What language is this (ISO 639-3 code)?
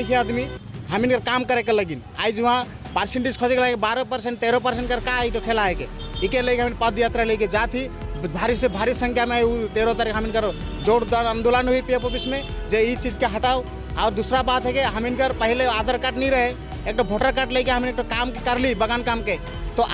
sck